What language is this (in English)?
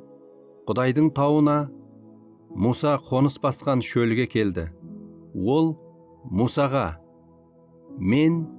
Kara-Kalpak